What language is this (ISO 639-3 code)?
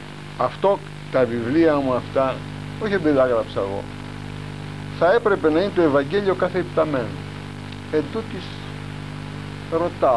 ell